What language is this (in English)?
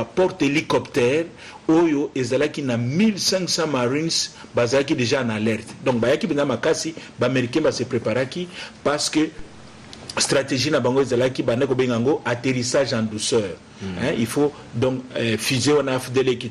Lingala